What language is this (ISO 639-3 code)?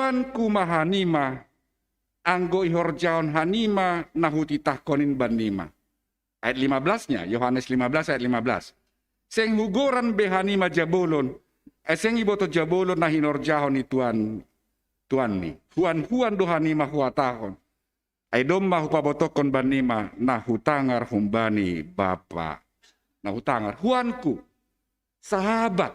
bts